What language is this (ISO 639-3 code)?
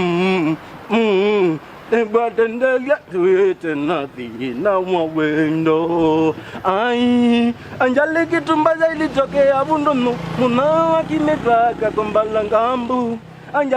kam